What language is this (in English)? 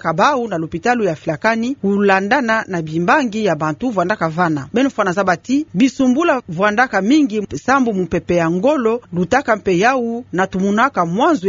Kituba (Democratic Republic of Congo)